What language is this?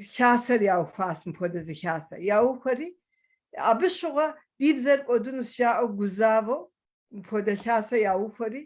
Kabardian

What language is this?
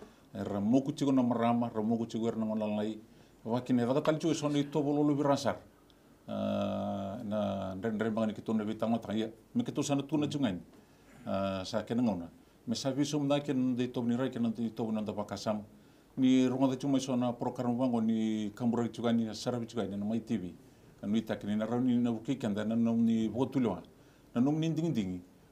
Fijian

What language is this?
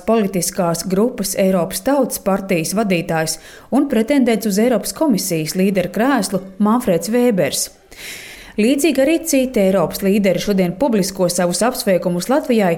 Latvian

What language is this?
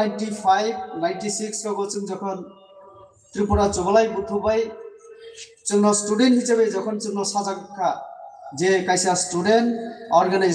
Kok Borok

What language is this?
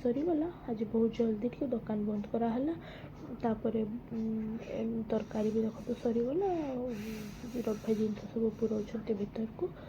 Odia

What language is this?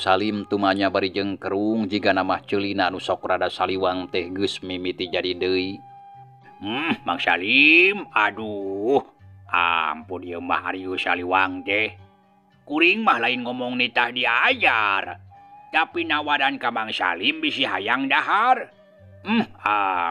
Sundanese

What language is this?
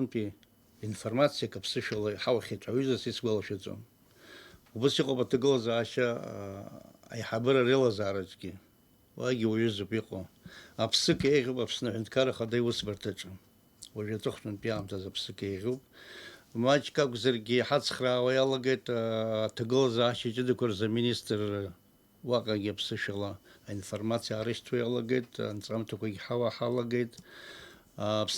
Abkhazian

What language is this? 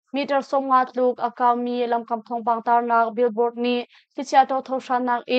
Hakha Chin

